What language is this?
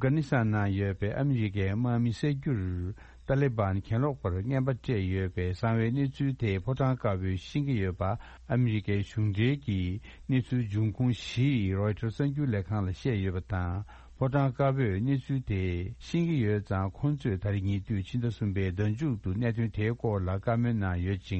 Tibetan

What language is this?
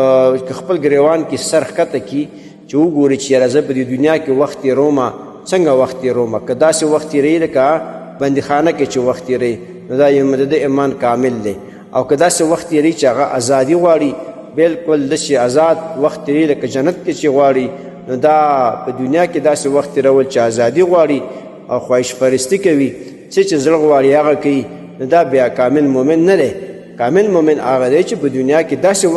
Pashto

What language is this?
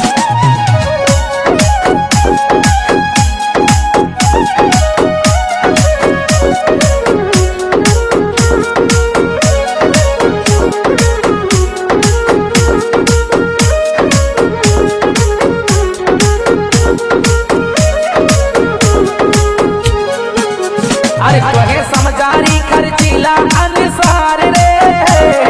Bhojpuri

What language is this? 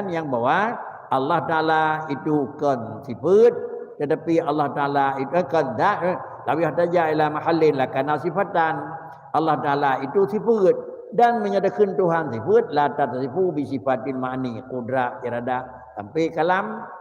Achinese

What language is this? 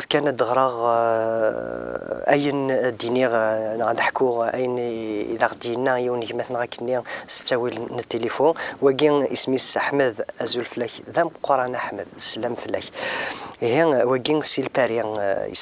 Kabyle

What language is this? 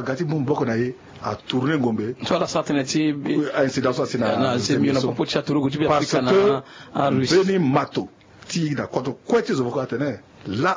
Sango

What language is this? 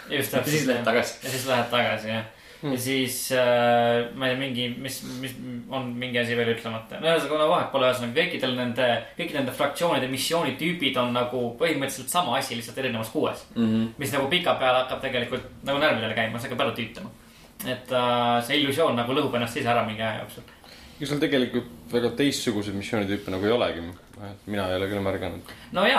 Estonian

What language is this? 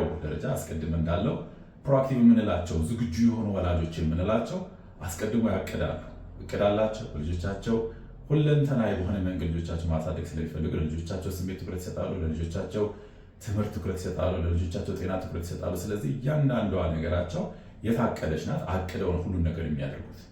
Amharic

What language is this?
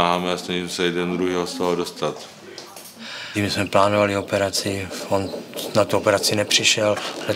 Czech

